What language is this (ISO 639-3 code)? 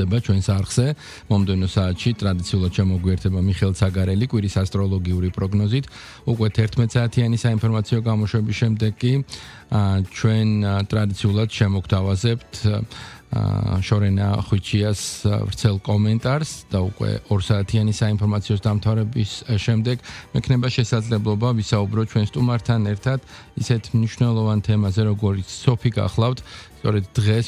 kat